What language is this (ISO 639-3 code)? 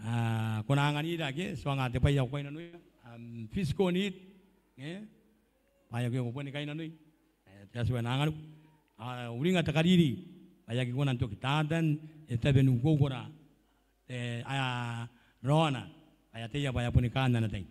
gil